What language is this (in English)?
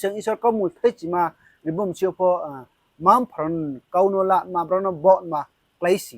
Riang (India)